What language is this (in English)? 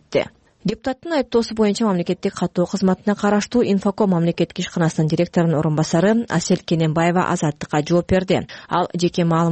Kyrgyz